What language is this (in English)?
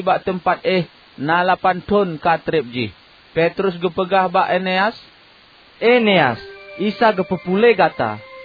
Achinese